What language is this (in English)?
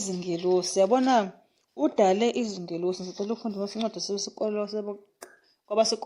Zulu